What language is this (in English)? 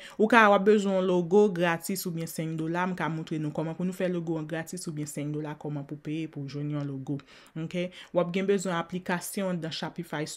Haitian Creole